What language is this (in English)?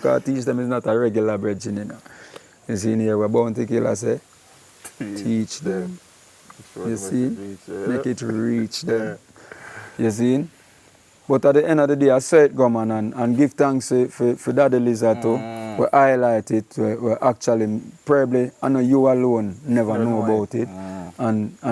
Jamaican Creole English